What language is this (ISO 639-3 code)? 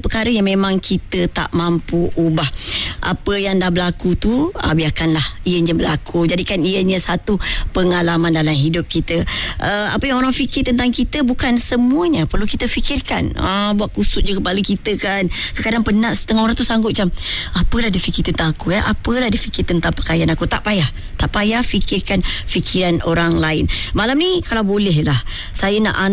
msa